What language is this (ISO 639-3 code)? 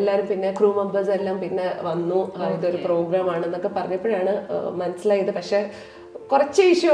mal